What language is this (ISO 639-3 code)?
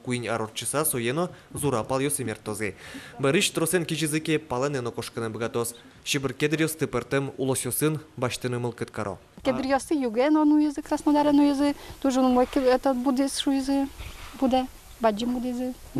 udm